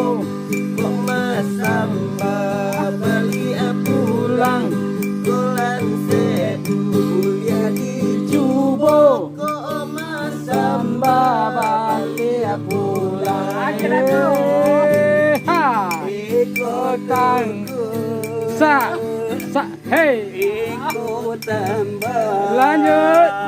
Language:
Minangkabau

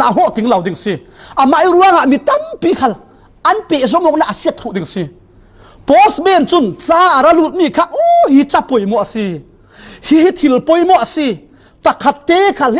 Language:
Falam Chin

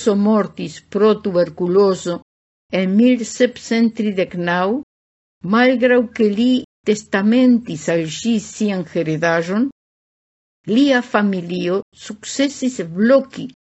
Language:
Esperanto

